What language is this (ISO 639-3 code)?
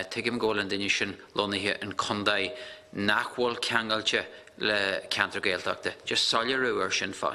gle